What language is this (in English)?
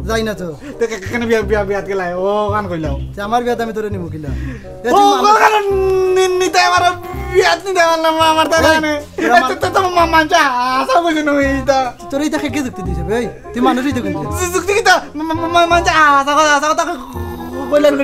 Sylheti